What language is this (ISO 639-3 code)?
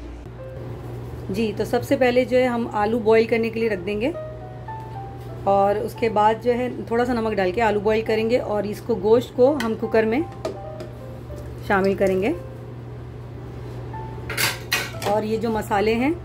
hin